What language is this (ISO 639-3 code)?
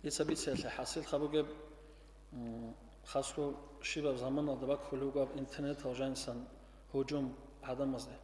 ava